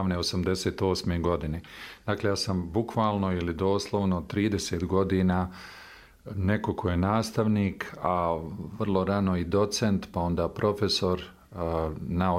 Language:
Bosnian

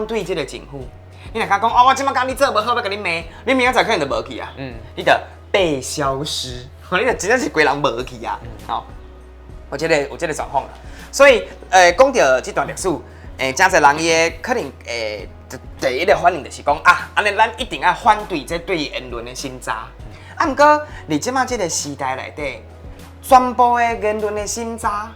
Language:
Min Nan Chinese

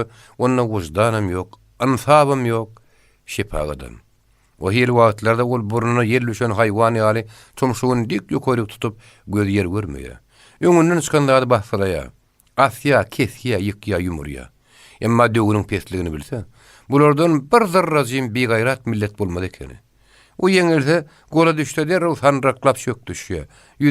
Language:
Turkmen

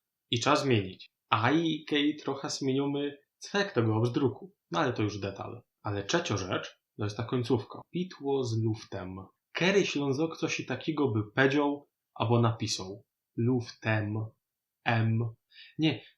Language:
Silesian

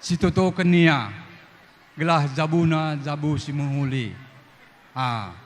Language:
Batak Karo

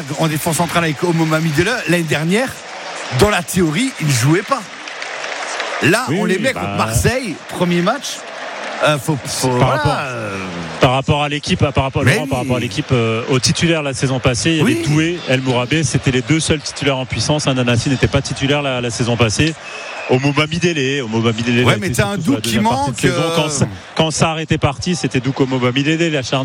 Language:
French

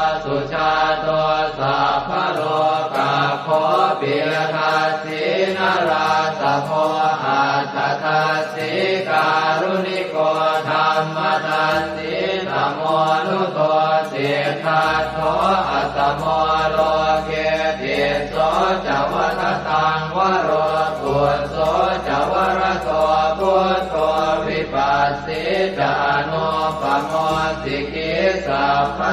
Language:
Pali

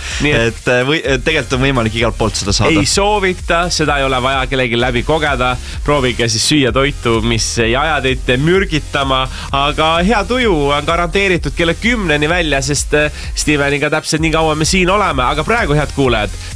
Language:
Estonian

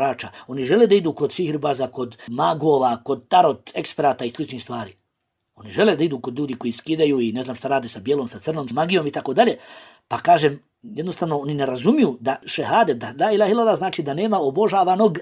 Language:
Bosnian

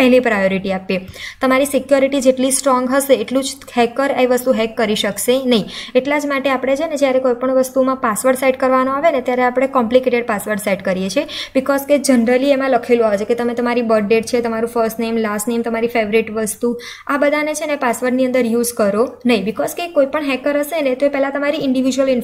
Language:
Gujarati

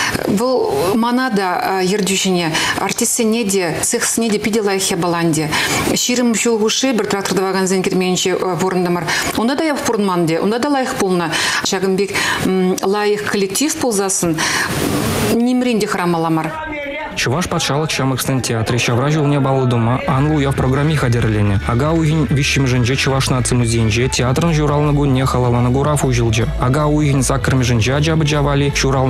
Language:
Chuvash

